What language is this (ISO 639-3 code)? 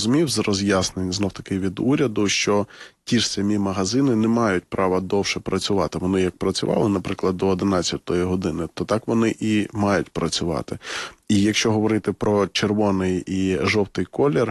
ukr